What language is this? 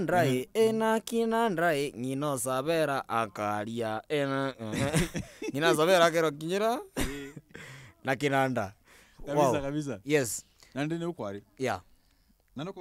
Meru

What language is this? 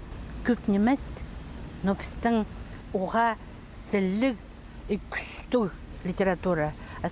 Khakas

